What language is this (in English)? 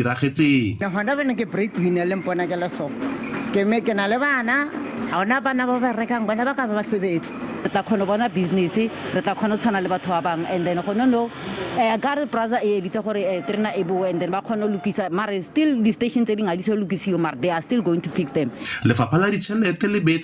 Tswana